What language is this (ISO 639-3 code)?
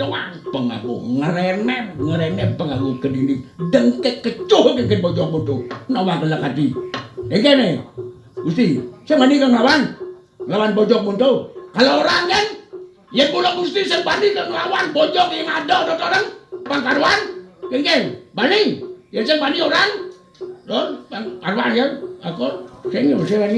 ban